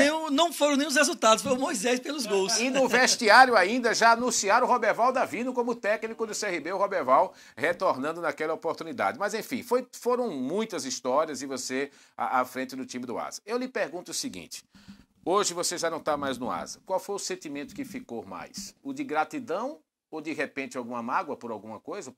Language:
Portuguese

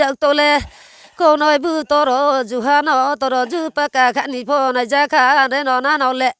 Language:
Riang (India)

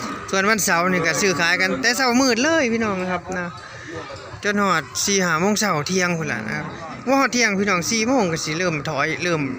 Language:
Northeastern Thai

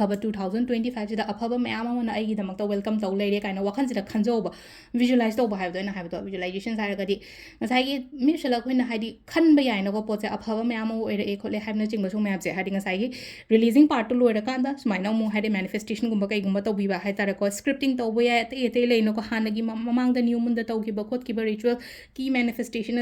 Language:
Manipuri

